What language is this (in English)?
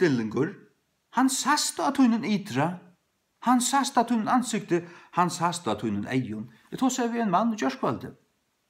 Faroese